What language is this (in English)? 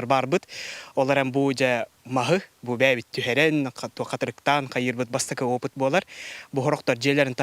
Yakut